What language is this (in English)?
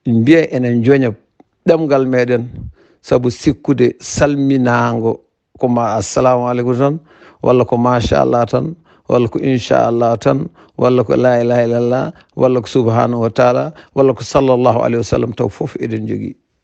Fula